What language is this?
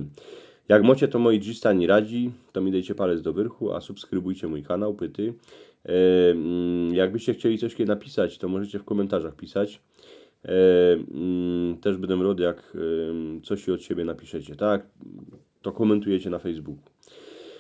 Silesian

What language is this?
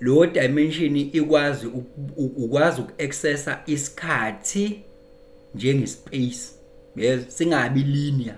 Zulu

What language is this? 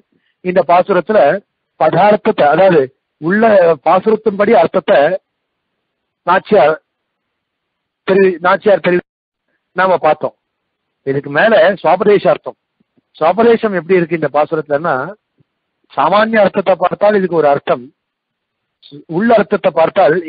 Tamil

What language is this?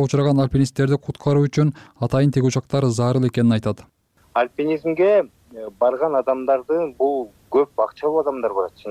Kyrgyz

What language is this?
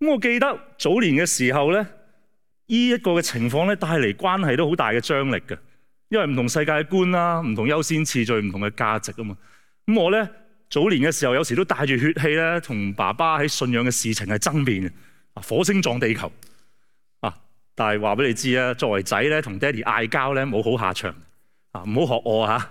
Cantonese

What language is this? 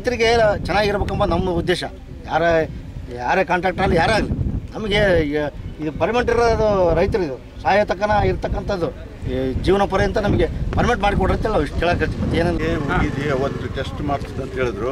Kannada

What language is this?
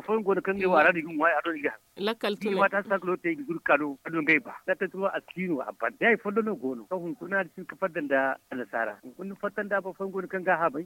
Zarma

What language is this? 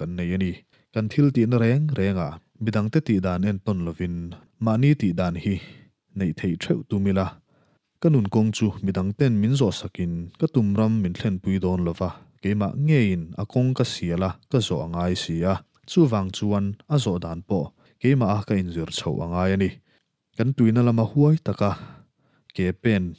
Mizo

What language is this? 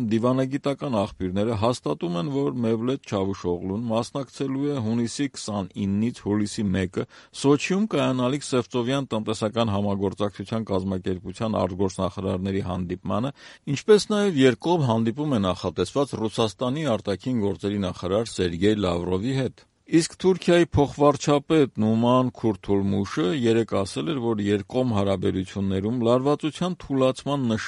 Armenian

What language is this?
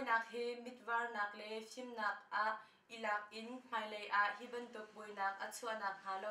Hakha Chin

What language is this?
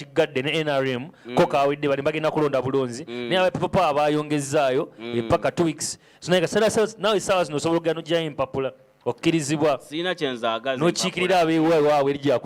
Ganda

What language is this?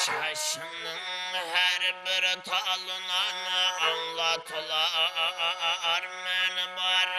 Kara-Kalpak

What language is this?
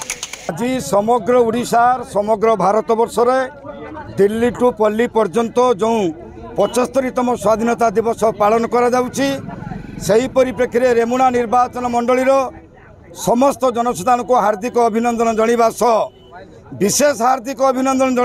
Odia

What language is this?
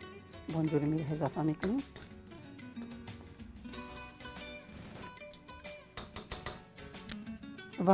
Persian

